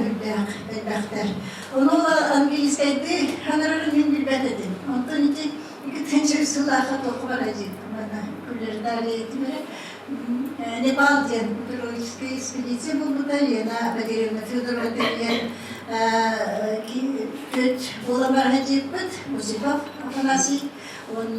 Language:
Yakut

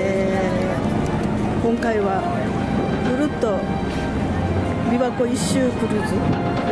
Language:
Japanese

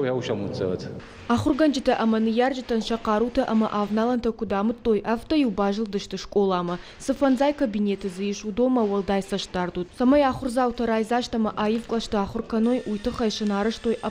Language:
Ossetic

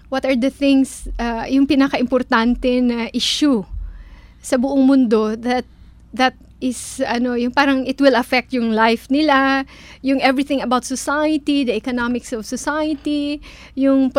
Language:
Filipino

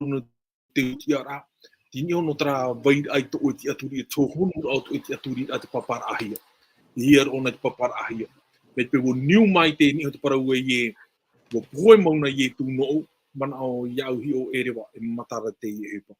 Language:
Tahitian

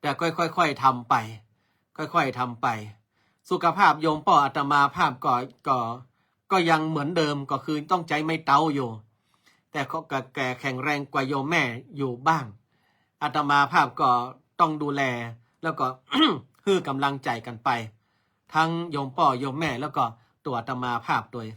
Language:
Northern Thai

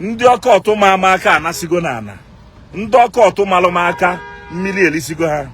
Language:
Igbo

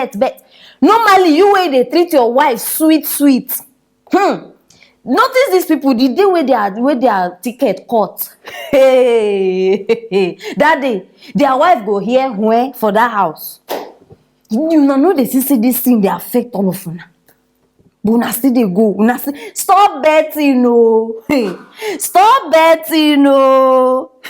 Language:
Nigerian Pidgin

